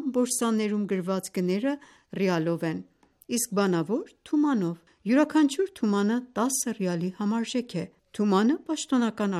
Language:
Armenian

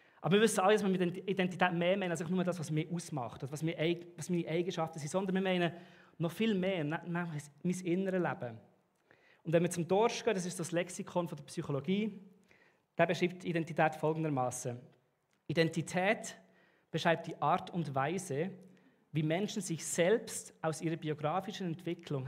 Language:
Swiss German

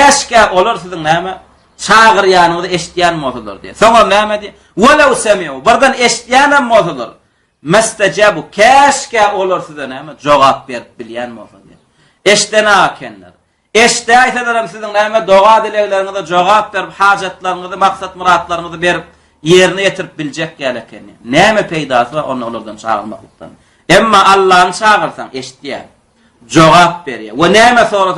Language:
Turkmen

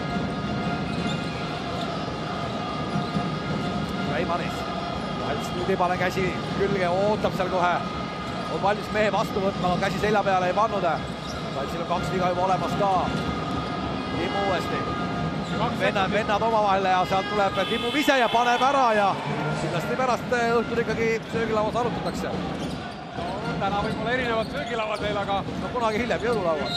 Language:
Estonian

